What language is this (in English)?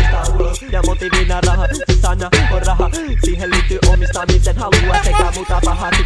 Finnish